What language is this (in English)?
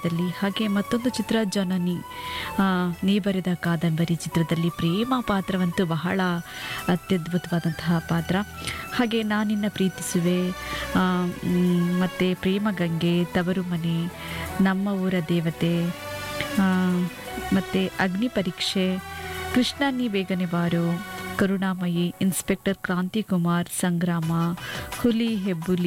Kannada